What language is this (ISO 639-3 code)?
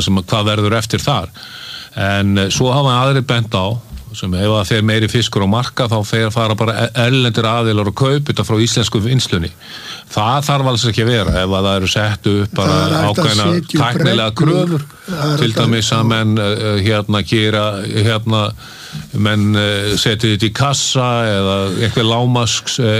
isl